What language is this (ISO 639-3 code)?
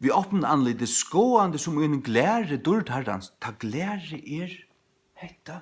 fao